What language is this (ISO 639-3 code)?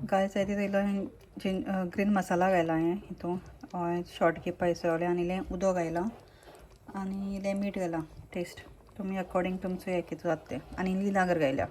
kok